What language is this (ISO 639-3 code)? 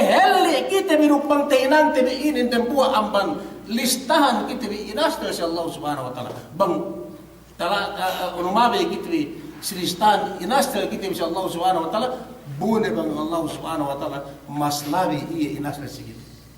yka